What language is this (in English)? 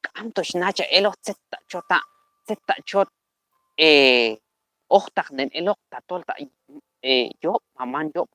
Q'anjob'al